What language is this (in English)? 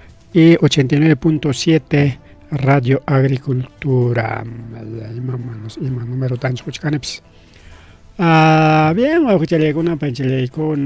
Ayacucho Quechua